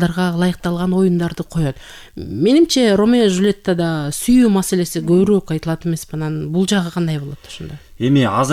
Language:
Kyrgyz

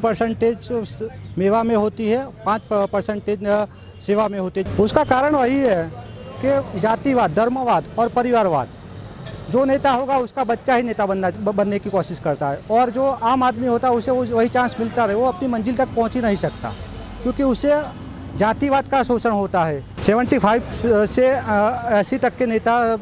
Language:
Hindi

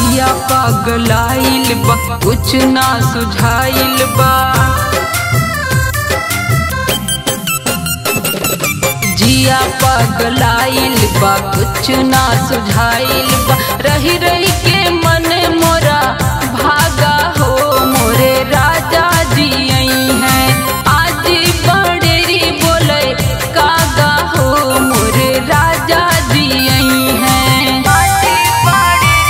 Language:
Bhojpuri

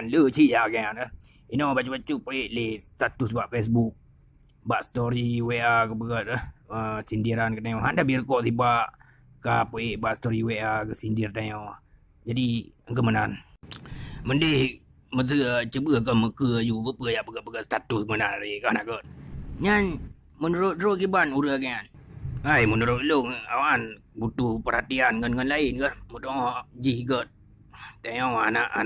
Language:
Achinese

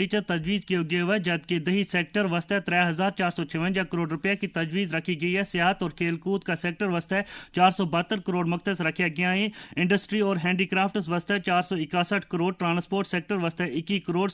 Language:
Gujari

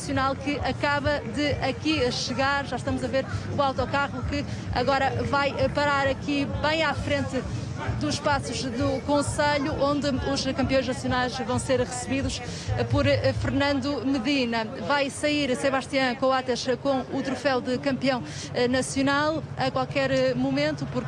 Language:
Portuguese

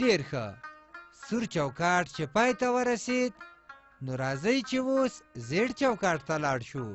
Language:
Pashto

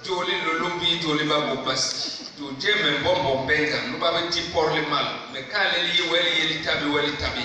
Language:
Basaa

